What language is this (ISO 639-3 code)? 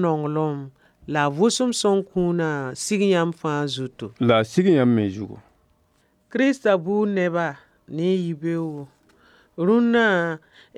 mos